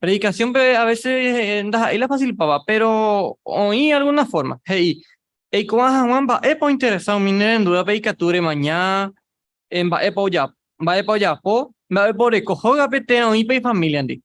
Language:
Guarani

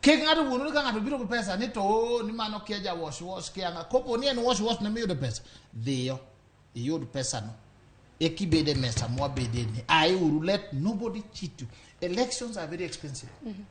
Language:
Luo (Kenya and Tanzania)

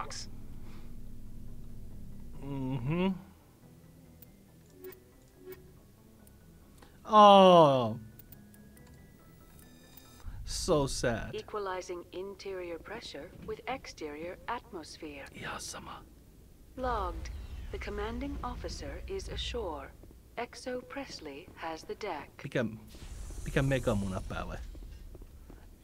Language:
Finnish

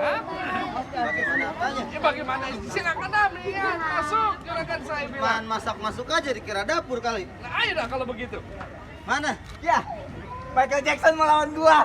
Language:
Betawi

